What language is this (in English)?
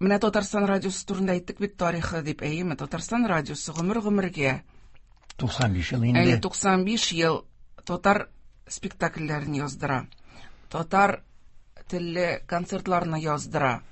Tatar